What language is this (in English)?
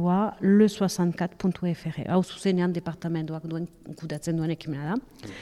Basque